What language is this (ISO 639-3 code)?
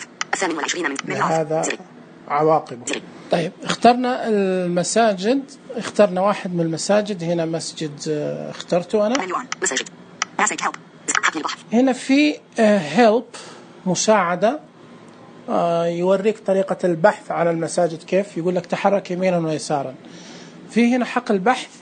ars